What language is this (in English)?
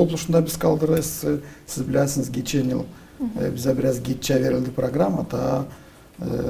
Gagauz